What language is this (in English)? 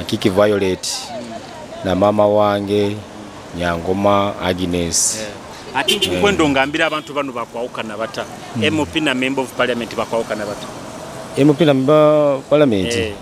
Nyoro